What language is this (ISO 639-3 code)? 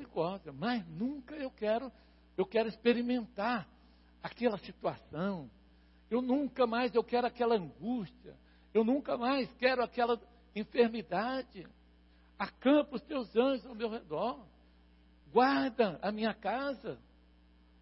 por